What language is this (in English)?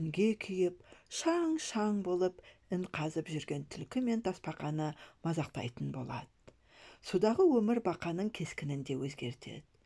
Kazakh